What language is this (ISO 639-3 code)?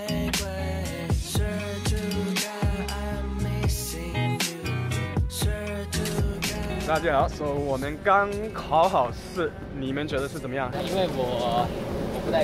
zho